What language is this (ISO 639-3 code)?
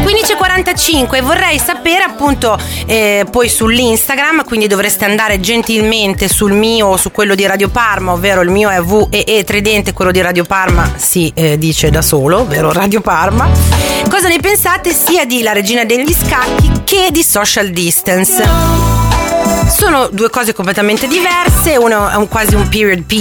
ita